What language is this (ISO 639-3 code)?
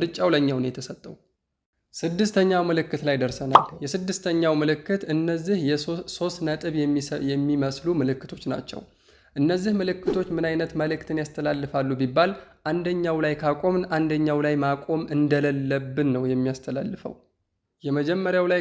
amh